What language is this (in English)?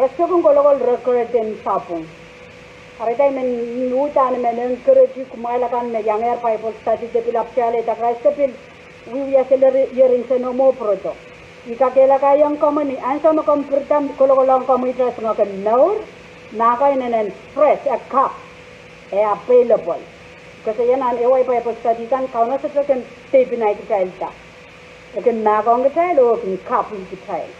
Pohnpeian